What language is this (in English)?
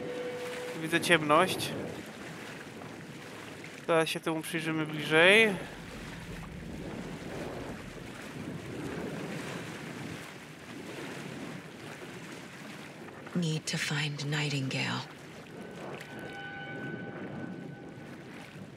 Polish